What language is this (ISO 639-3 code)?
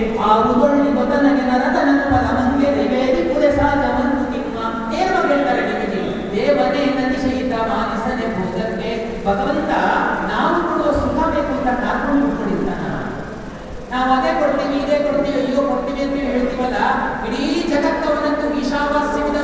kan